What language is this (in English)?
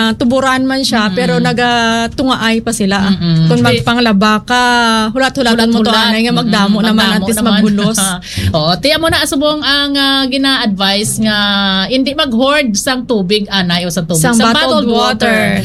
Hiligaynon